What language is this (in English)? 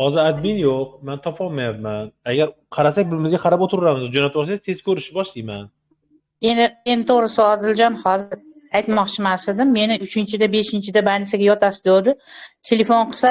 Uzbek